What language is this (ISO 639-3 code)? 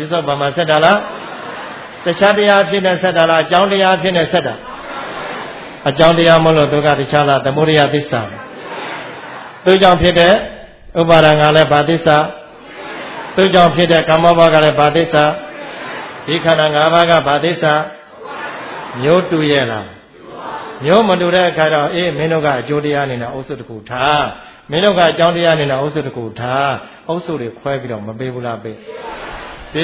mya